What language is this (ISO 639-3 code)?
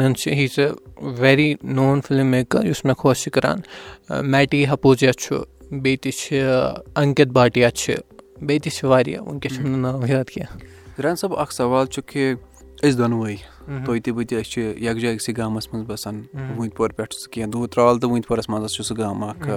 kas